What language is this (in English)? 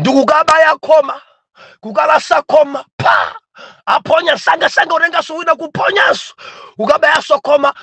Nyanja